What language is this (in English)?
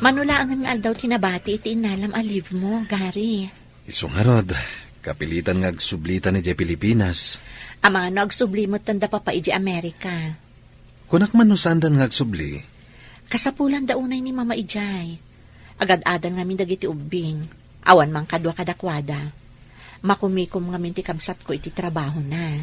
Iloko